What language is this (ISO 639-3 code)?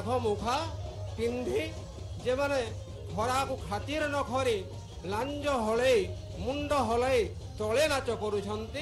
ori